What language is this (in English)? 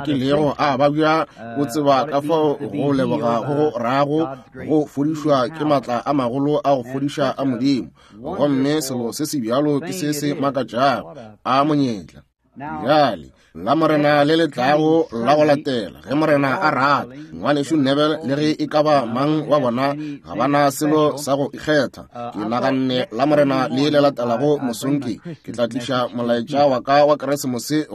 Northern Sotho